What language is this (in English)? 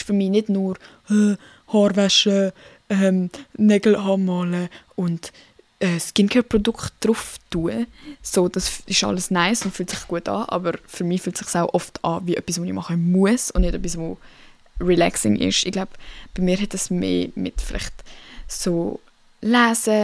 Swiss German